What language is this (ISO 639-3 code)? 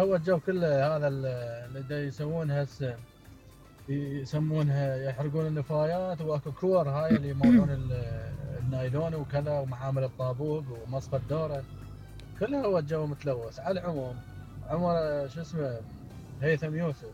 acm